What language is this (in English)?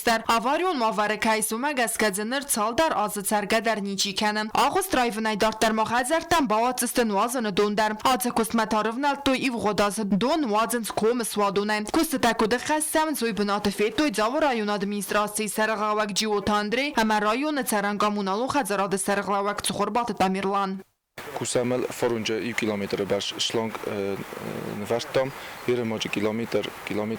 Ossetic